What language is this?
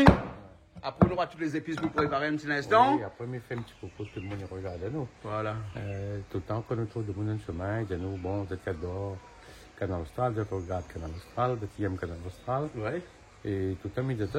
Réunion Creole French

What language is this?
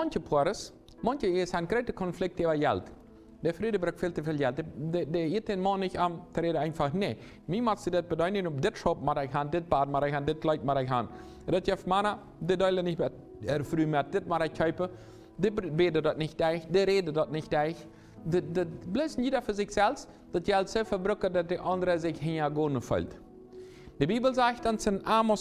Plautdietsch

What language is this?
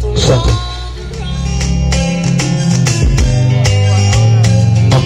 Swahili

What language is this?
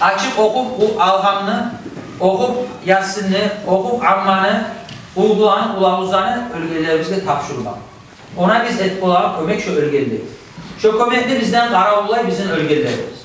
Kumyk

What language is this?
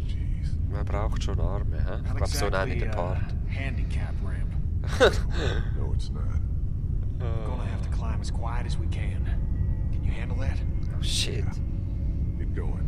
Swiss German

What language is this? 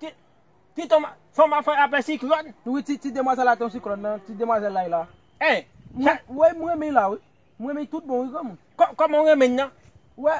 Haitian Creole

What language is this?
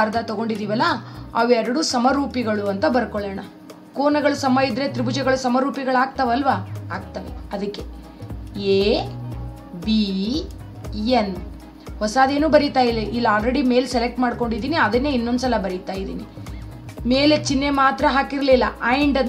Kannada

